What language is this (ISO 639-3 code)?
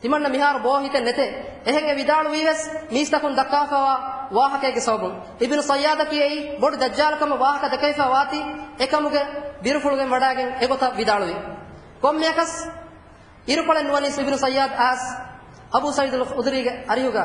div